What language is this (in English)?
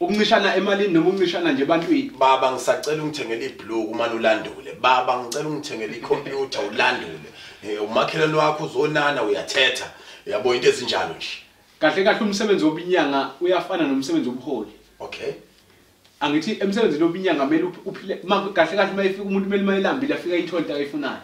Zulu